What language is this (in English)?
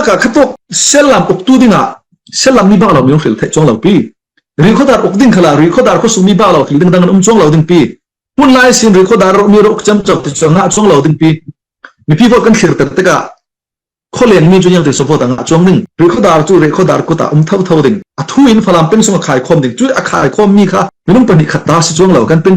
Falam Chin